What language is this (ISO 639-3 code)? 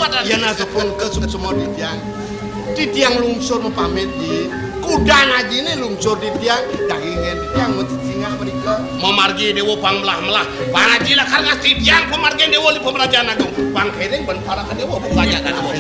ban